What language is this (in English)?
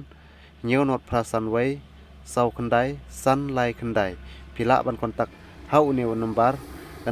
Khasi